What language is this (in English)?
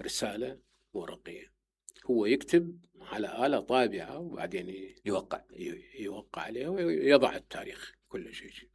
Mesopotamian Arabic